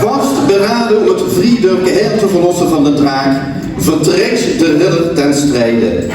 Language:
Limburgish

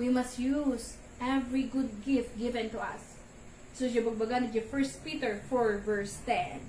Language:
Iloko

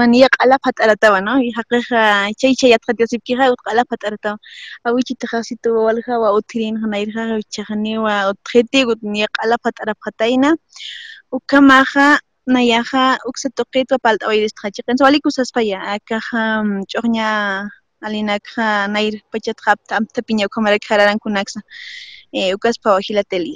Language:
Aymara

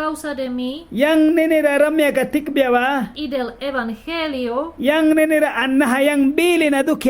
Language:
Mískito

